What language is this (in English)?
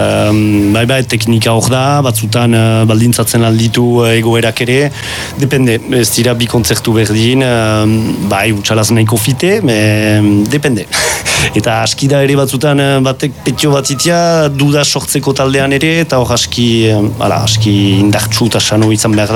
Basque